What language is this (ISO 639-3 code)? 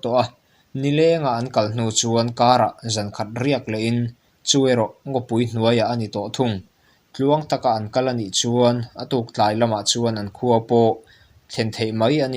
lus